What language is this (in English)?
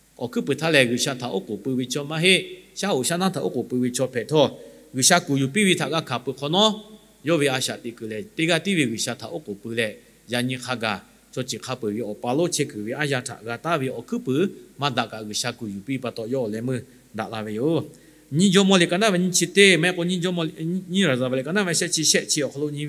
Lahu